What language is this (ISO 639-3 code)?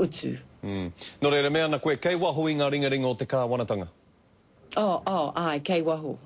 mri